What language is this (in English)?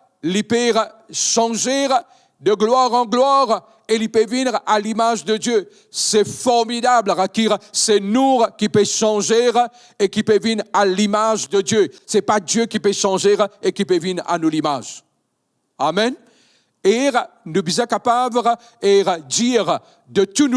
Morisyen